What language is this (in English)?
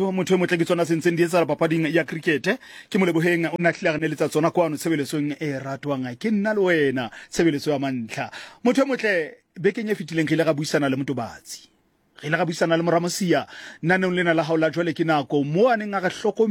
Southern Sotho